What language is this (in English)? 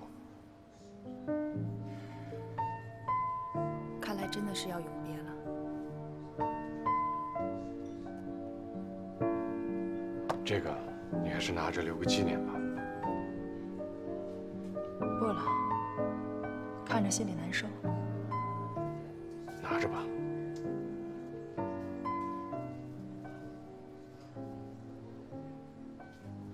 Chinese